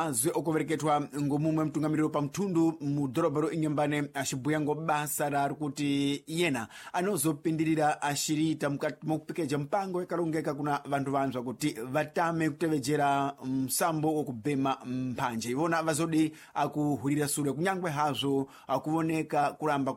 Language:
Sena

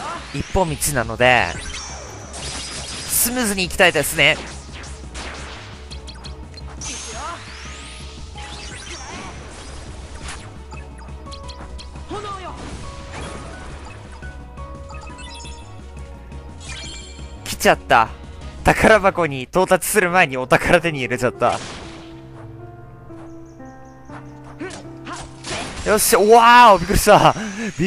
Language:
Japanese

